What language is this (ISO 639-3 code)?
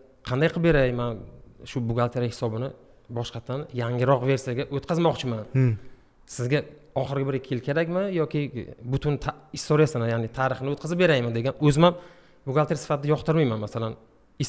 uzb